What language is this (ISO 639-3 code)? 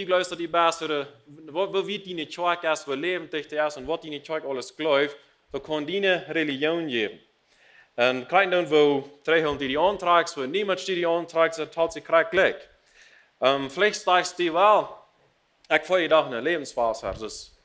pdt